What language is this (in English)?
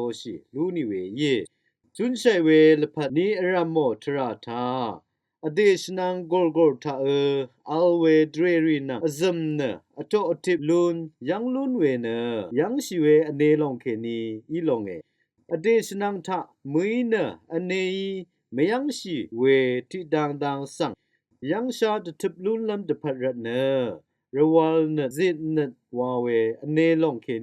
Rawang